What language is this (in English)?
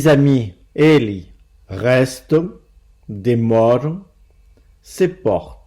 Occitan